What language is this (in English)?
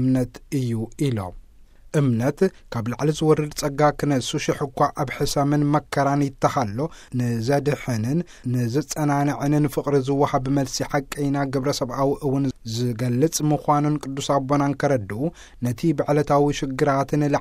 Tigrinya